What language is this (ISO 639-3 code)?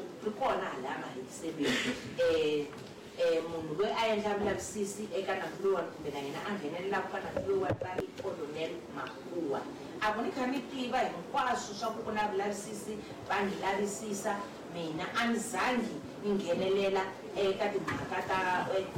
tso